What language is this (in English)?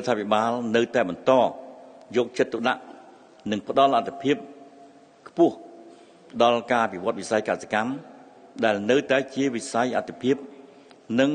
Khmer